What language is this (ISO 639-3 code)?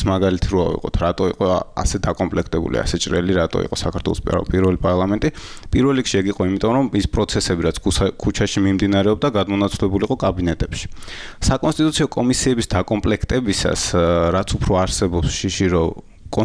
kat